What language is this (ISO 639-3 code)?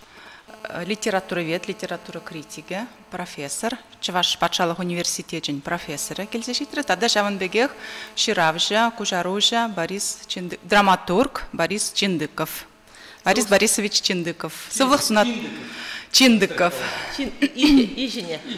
chv